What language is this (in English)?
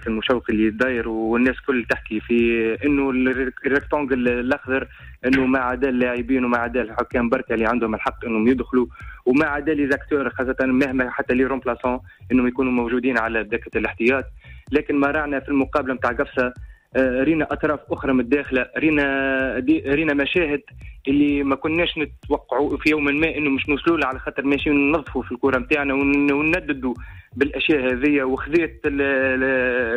Tunisian Arabic